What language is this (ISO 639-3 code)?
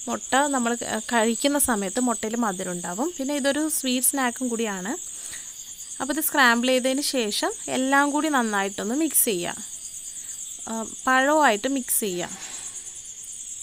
mal